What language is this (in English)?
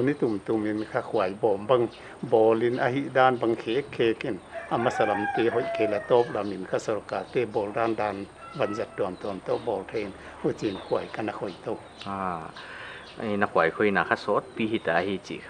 Paite Chin